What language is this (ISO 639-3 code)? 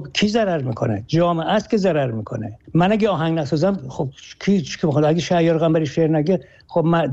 fas